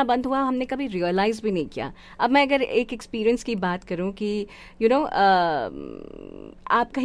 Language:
Hindi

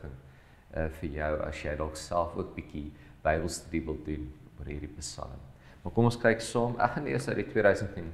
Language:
Afrikaans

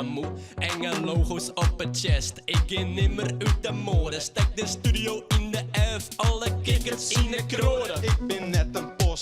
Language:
Western Frisian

